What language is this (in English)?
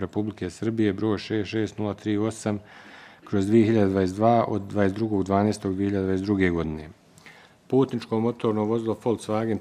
Bosnian